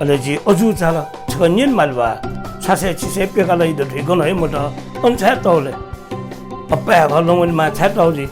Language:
Newari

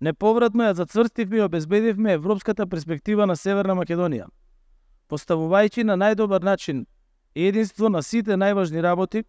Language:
Macedonian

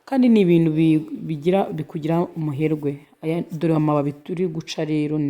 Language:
Kinyarwanda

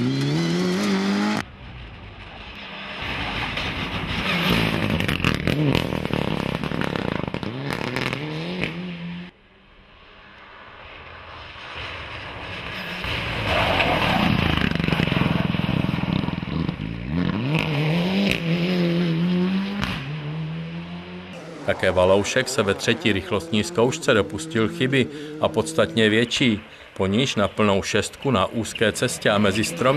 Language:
Czech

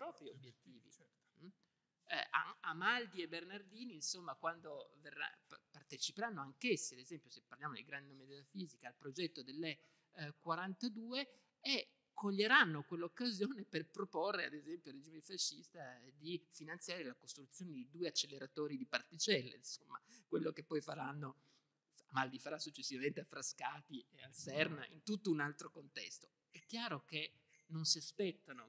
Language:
Italian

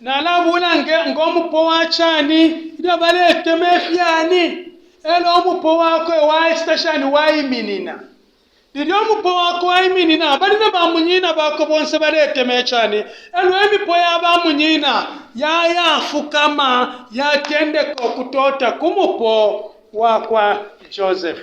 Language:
Bemba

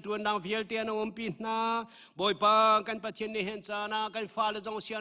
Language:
Hakha Chin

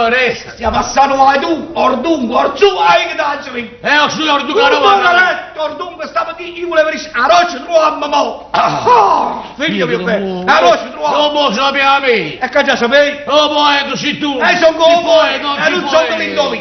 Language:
Neapolitan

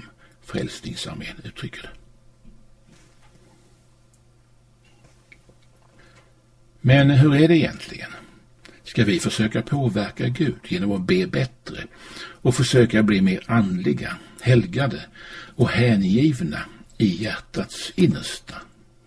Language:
Swedish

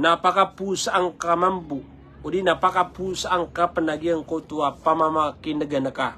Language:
Maranao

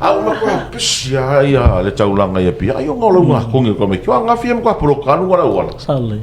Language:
Samoan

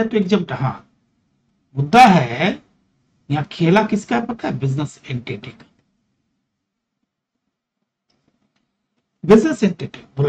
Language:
Hindi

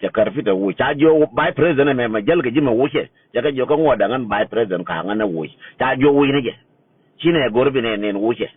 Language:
Nuer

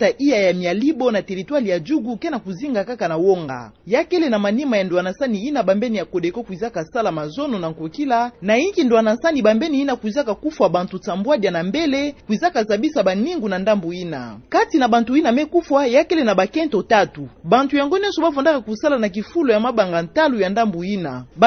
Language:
Kituba (Democratic Republic of Congo)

